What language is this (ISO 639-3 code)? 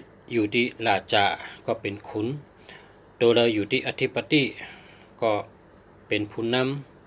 shn